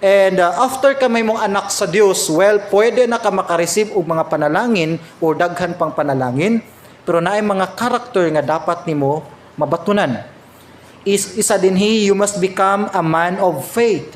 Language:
Cebuano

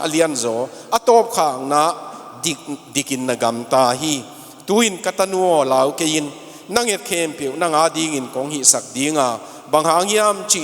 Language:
Tedim Chin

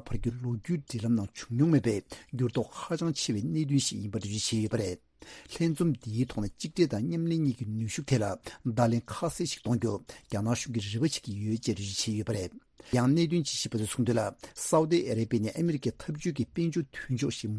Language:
Tibetan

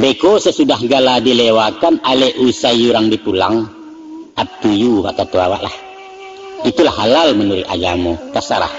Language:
Minangkabau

